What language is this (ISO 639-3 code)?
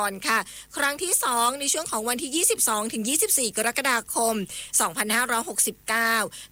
tha